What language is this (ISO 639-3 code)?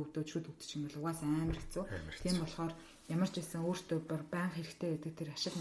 mon